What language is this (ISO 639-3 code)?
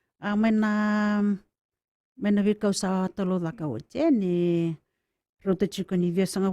fij